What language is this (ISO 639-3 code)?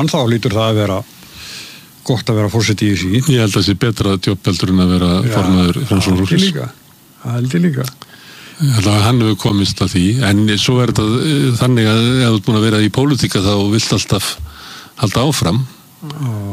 isl